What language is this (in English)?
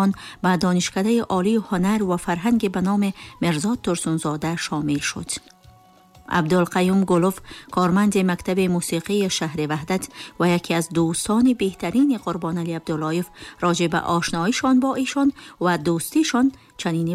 Tajik